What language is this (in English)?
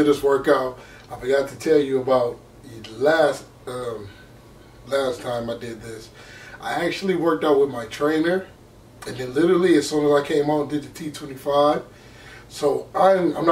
English